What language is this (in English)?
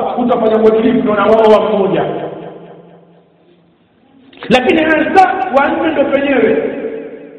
Swahili